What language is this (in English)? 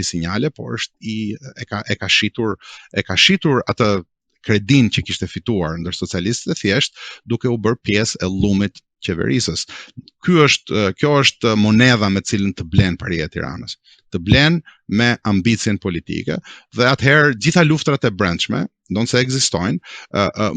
Albanian